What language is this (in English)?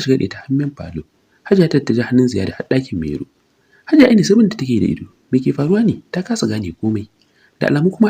Hausa